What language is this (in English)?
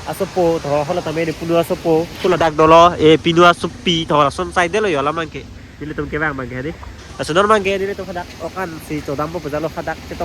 Karbi